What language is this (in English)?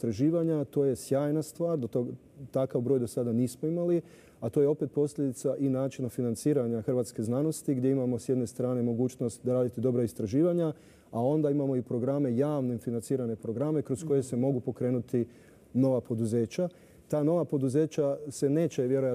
Croatian